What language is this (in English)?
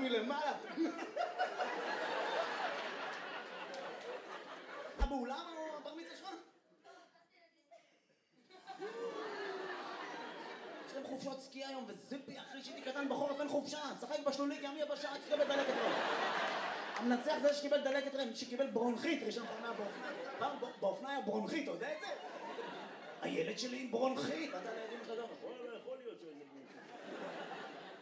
Hebrew